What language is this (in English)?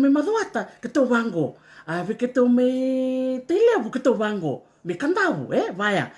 Fijian